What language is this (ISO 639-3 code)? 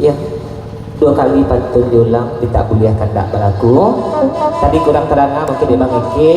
min